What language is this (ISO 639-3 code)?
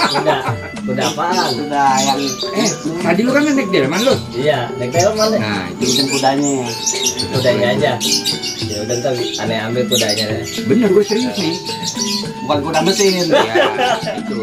bew